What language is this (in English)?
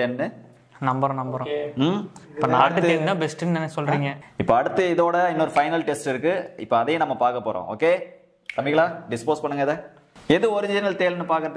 Tamil